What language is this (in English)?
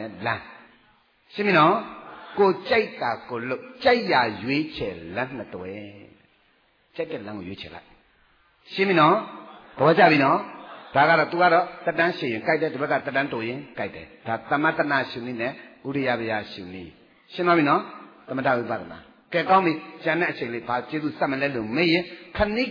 Burmese